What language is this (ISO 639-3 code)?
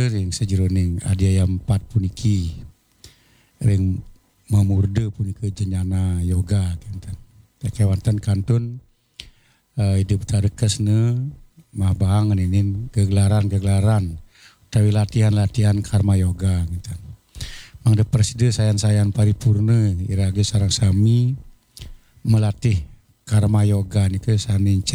ban